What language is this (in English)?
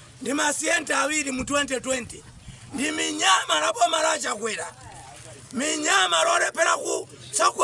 Nyanja